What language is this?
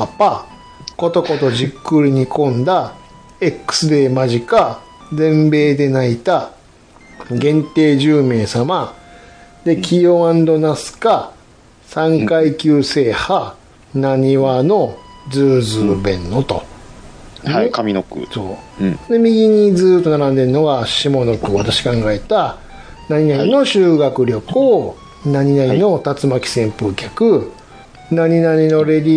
Japanese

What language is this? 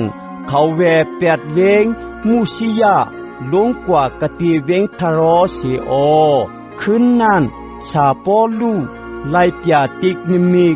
Shan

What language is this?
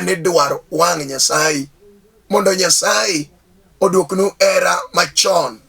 Luo (Kenya and Tanzania)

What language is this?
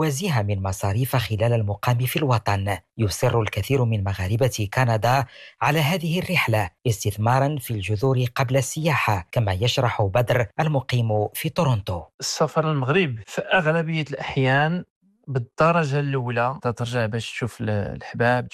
Arabic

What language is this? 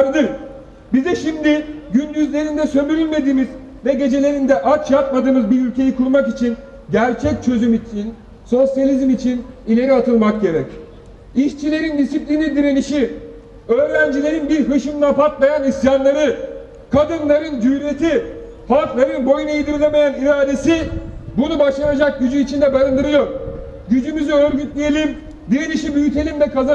Turkish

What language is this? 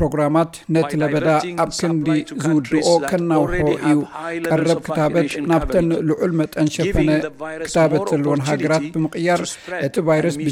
Tigrinya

